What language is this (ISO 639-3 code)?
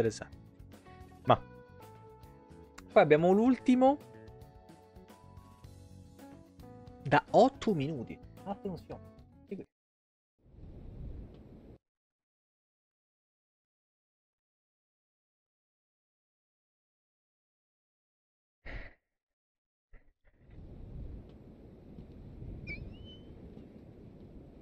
ita